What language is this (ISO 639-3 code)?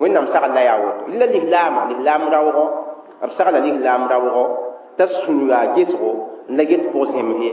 mos